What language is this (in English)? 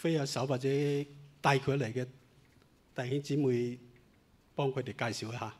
Cantonese